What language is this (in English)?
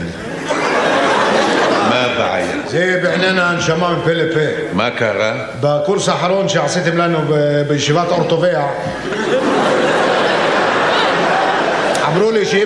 Hebrew